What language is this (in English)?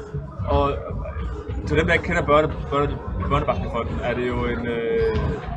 Danish